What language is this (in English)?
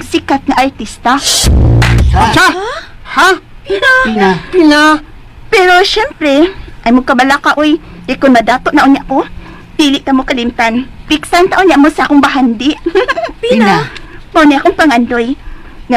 Cebuano